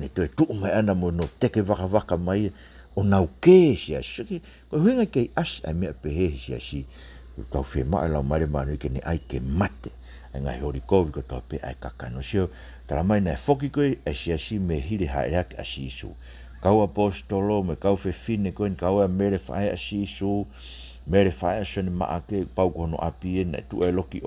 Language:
Tongan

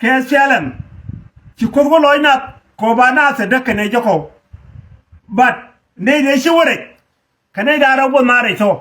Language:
Nuer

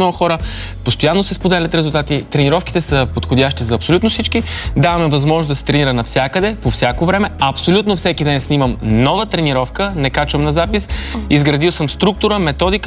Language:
Bulgarian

